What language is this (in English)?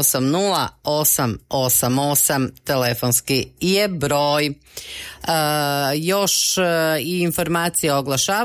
Croatian